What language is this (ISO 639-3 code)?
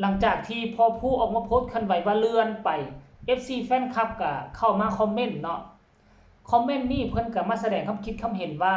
tts